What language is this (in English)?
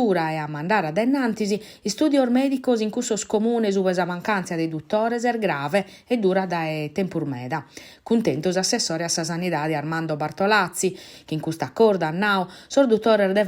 Sardinian